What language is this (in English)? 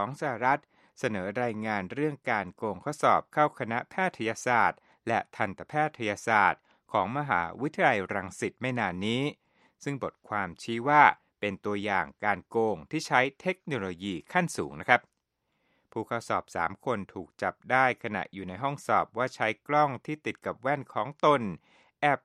Thai